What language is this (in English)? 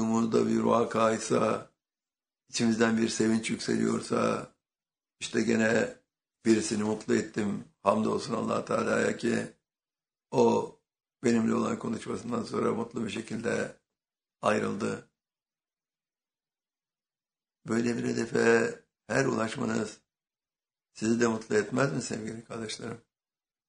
Turkish